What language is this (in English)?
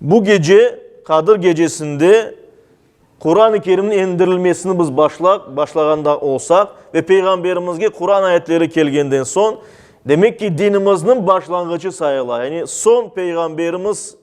Crimean Tatar